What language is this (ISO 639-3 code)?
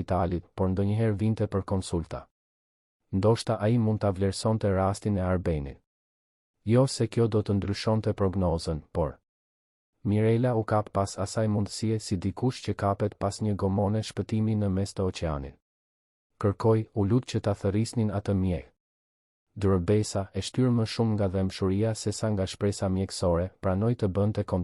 sqi